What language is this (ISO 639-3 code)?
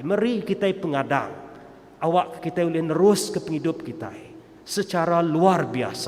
iba